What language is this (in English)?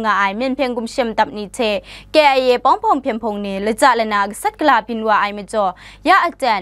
Kachin